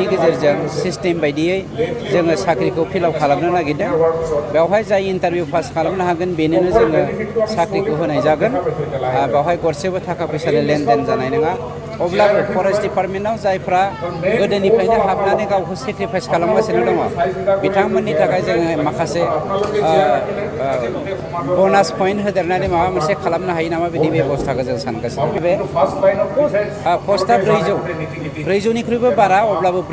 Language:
Bodo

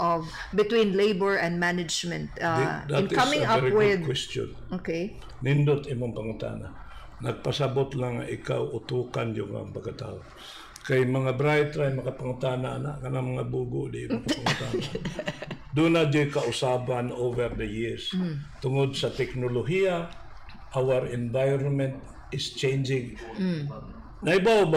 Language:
Cebuano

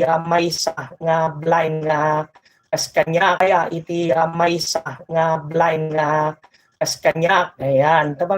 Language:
Iloko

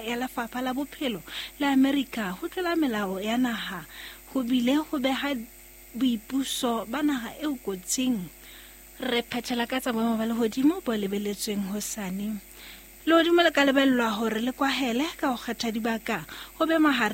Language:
Southern Sotho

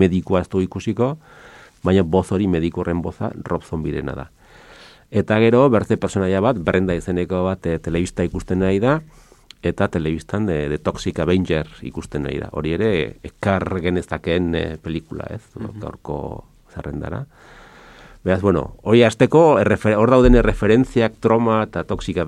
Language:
Basque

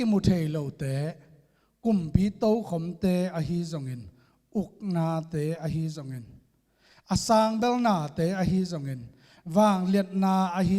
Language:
Tedim Chin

